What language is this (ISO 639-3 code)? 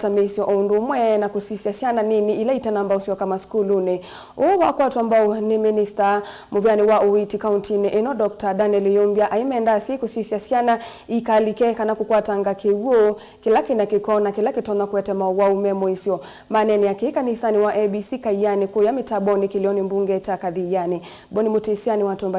kam